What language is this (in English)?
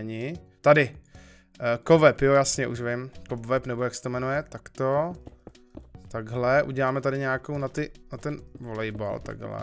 Czech